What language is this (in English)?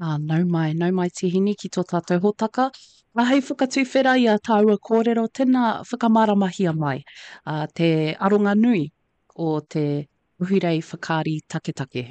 Māori